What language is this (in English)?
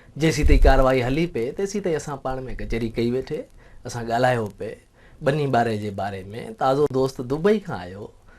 Sindhi